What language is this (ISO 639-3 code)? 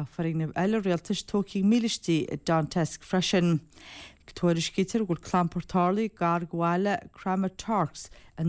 gle